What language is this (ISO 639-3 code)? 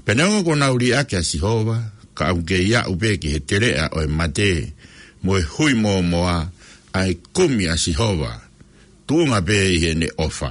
ton